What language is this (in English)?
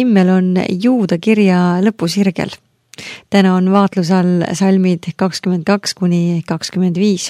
Estonian